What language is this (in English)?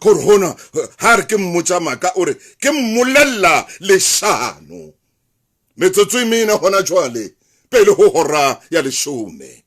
Southern Sotho